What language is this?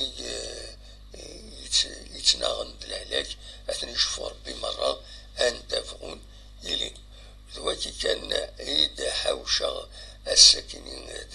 Kabyle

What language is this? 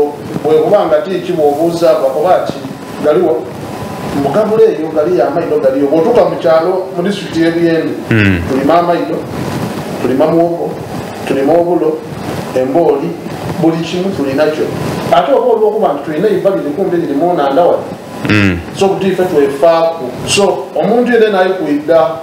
Soga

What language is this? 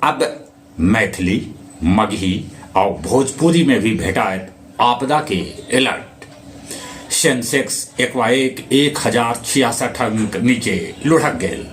Magahi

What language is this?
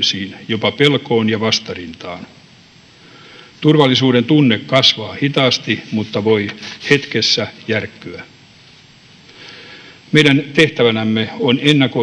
Finnish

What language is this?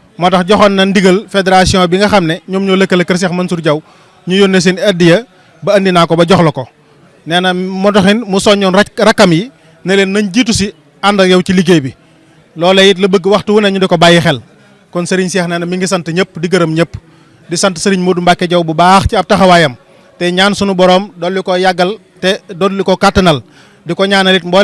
Wolof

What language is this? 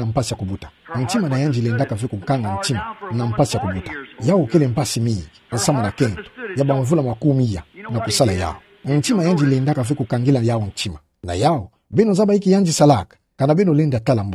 Kituba (Democratic Republic of Congo)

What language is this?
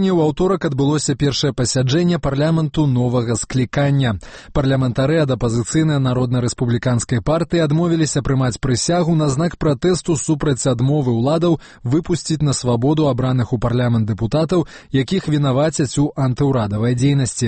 Belarusian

